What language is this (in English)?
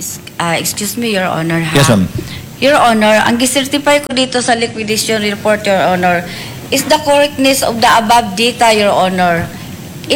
Filipino